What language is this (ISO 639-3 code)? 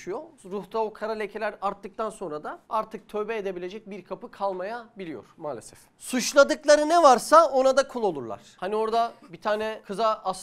tur